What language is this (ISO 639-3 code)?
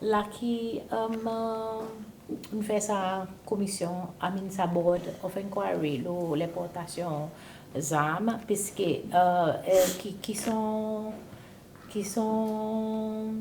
crs